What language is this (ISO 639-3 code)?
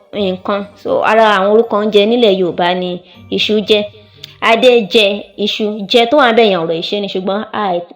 yor